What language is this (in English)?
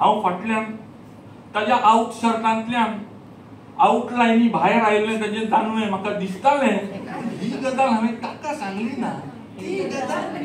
Konkani